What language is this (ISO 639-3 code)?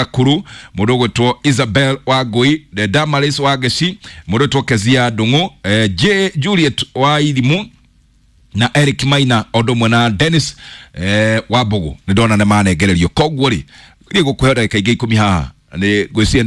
kik